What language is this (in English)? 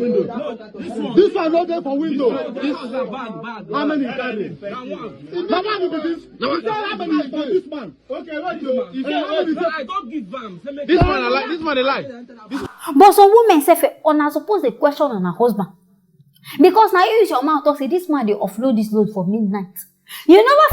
Nigerian Pidgin